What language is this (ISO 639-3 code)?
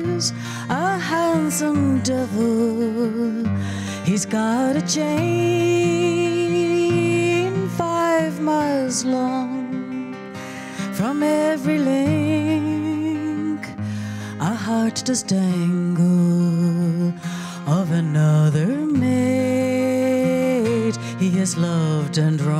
eng